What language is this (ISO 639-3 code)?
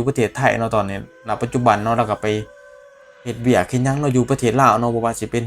tts